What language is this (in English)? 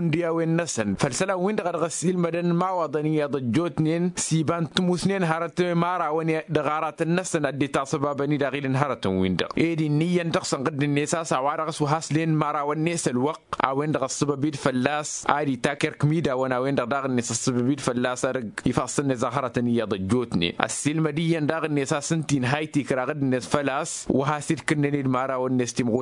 Tamasheq